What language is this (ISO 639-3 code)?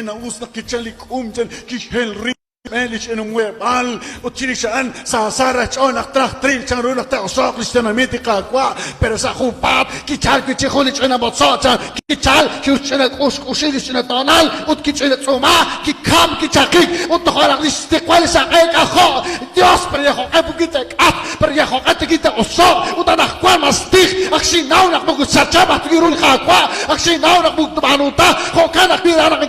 kek